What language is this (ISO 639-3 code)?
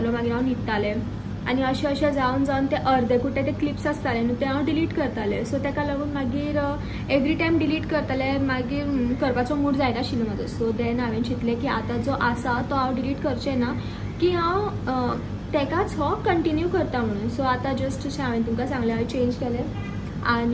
kok